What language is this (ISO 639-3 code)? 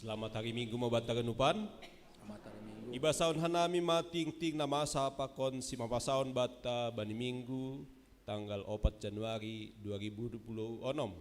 bts